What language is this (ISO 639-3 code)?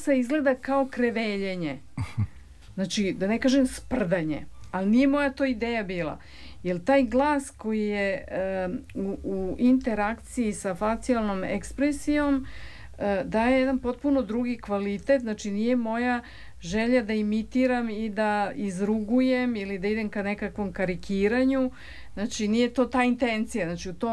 srp